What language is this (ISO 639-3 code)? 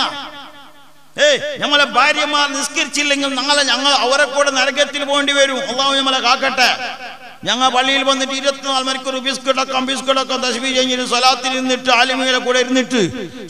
mal